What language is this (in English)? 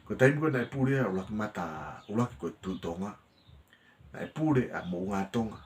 Tongan